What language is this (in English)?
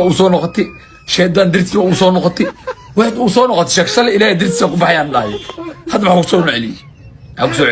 Somali